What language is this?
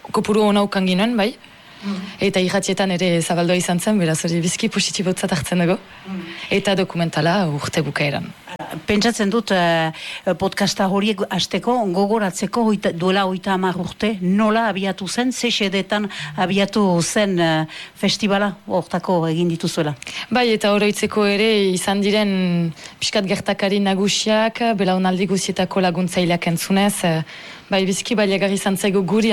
Basque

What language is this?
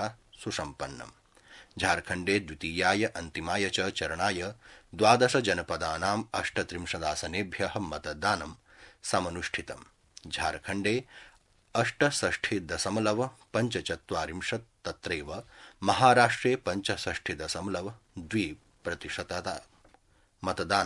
Sanskrit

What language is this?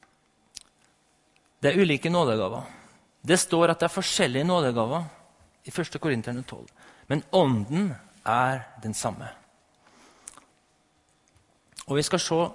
Norwegian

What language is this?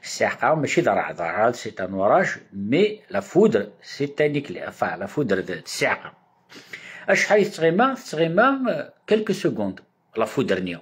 Kabyle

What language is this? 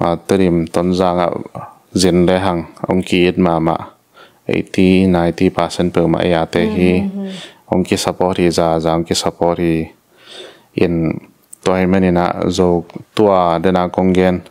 Tedim Chin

